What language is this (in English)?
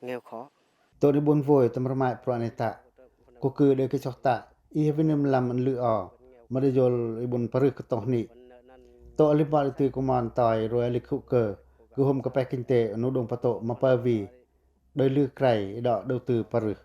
Pacoh